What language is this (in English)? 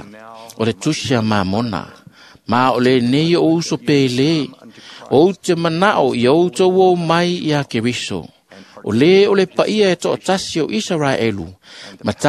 Samoan